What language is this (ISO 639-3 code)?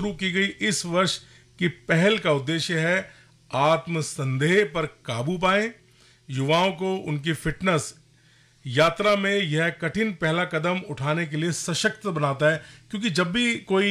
hin